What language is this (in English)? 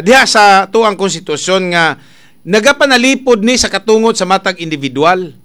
Cebuano